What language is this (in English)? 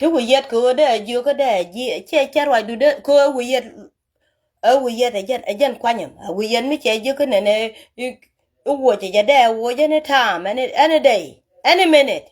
Nuer